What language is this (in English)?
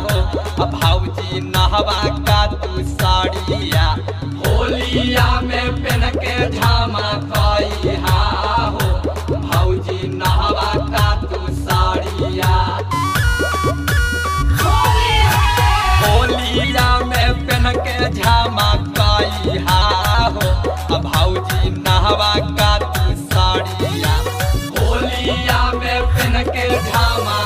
Bhojpuri